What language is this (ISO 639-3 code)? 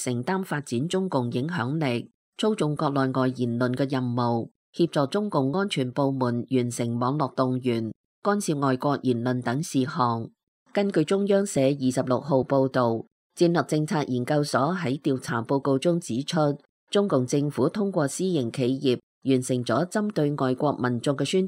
yue